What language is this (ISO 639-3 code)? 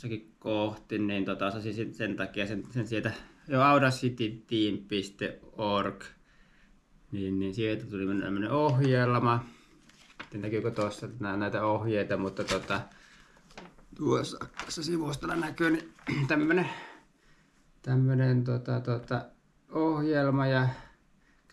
fin